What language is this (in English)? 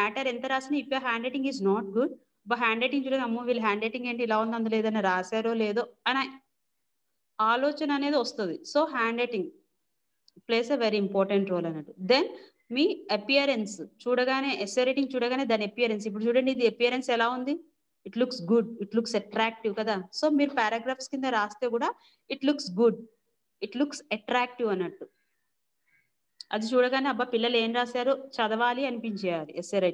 Telugu